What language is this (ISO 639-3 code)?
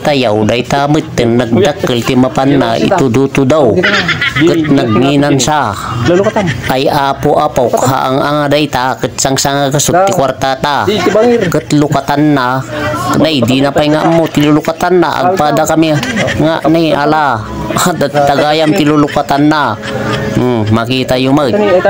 ilo